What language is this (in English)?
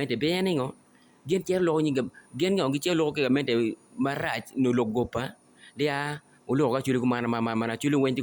Acoli